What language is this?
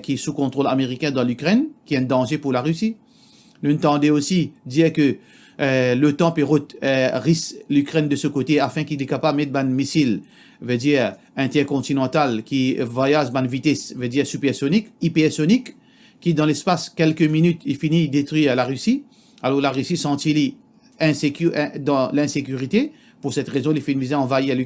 Morisyen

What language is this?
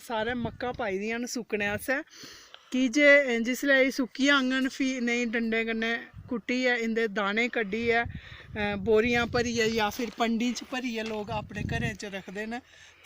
Dogri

